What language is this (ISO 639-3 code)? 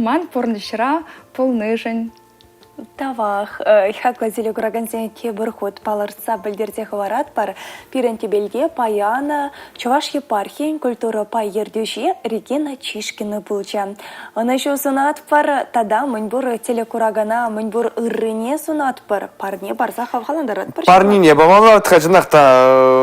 chv